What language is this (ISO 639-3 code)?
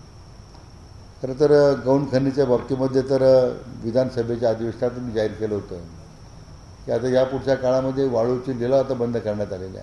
mar